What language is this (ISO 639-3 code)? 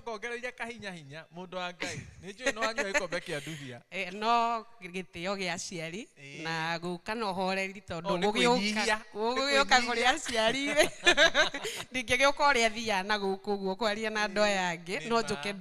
kik